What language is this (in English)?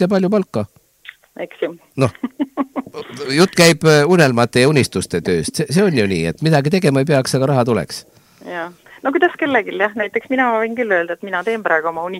Estonian